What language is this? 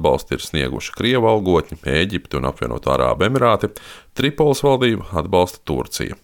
Latvian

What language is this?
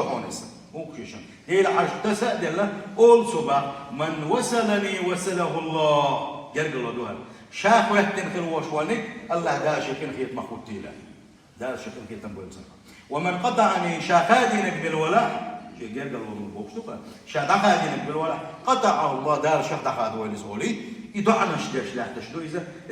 Chechen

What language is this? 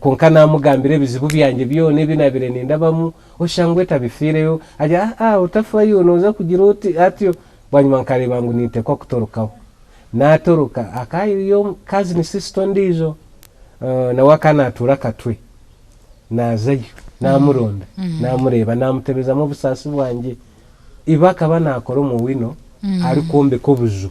Nyankole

